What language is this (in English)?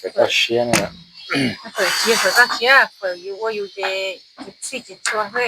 Hmong